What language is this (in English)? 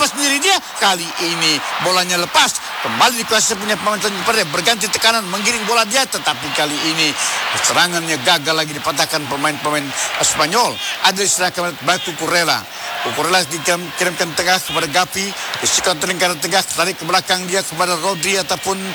Indonesian